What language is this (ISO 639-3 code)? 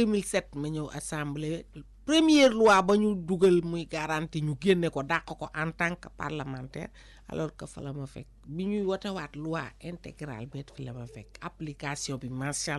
wol